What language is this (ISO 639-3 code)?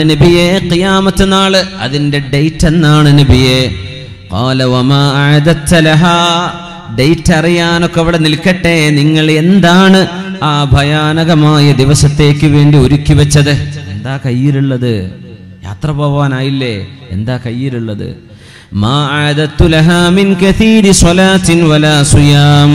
mal